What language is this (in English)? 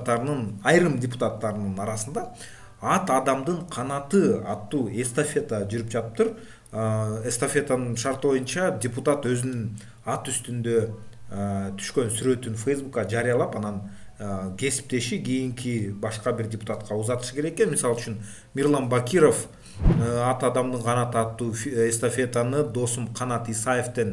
Kyrgyz